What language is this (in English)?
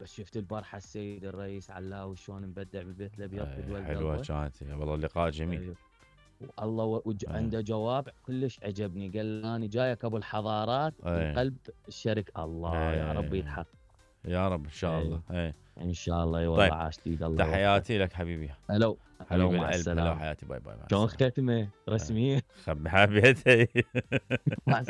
Mesopotamian Arabic